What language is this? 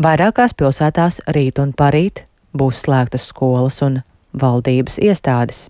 Latvian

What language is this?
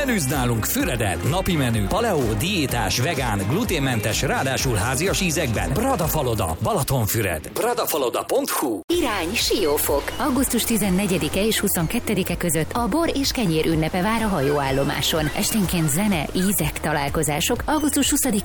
Hungarian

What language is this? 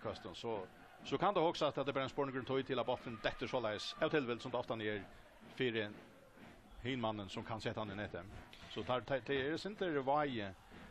Faroese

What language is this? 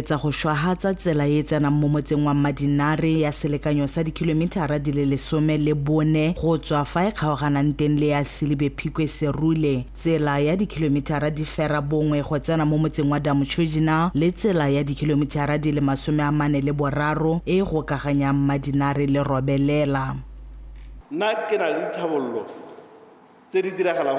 Tswana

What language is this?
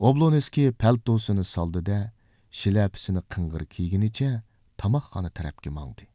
Uyghur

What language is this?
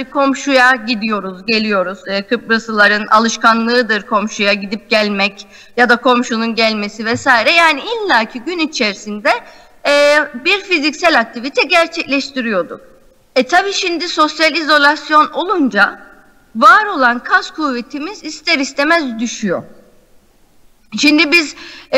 Turkish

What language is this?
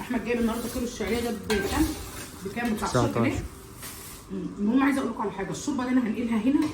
Egyptian Arabic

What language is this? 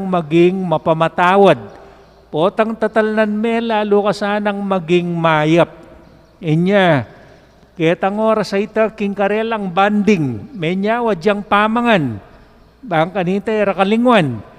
Pampanga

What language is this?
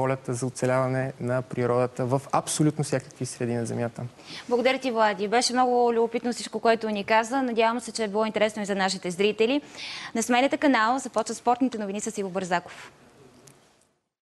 Bulgarian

